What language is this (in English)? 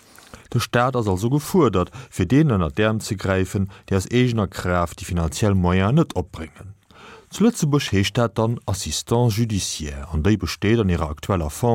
Luxembourgish